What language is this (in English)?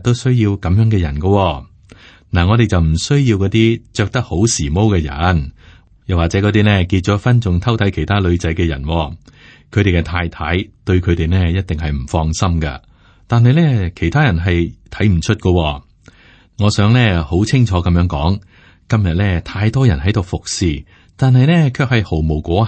Cantonese